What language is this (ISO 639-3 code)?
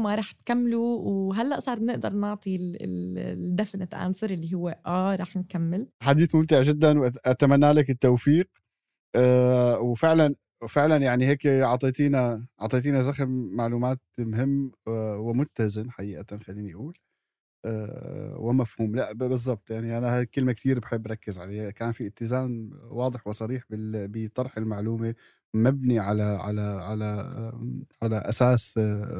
apc